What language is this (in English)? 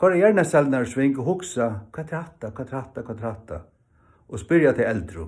Faroese